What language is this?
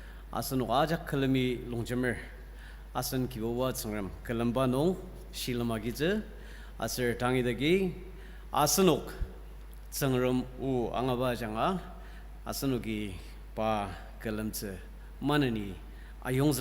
Ao Naga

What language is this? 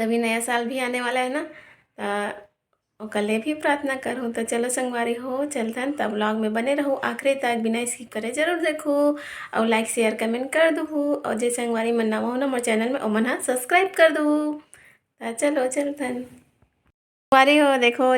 Chhattisgarhi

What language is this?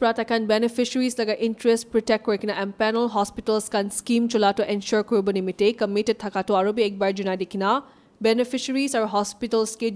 Naga Pidgin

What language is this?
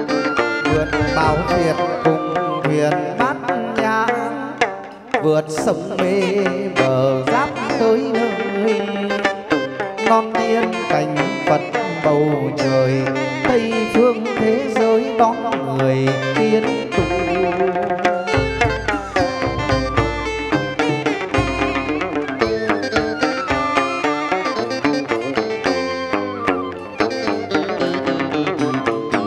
Vietnamese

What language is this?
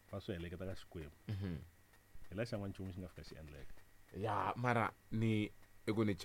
Tsonga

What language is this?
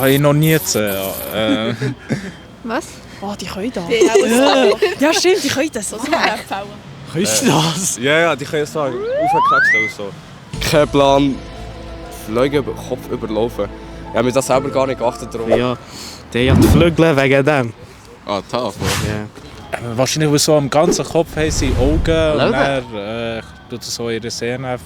Swiss German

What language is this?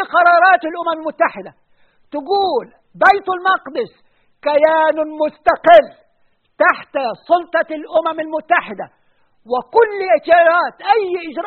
Arabic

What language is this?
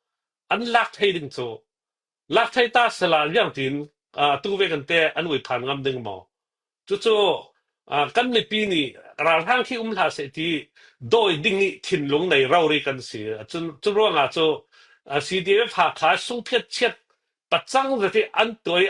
Falam Chin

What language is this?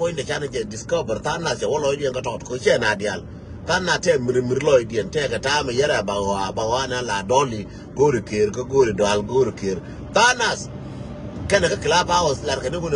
Nuer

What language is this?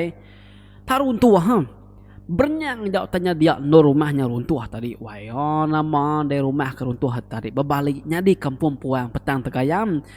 Iban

